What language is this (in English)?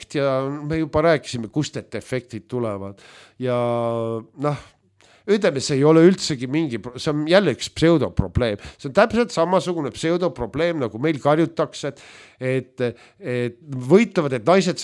Estonian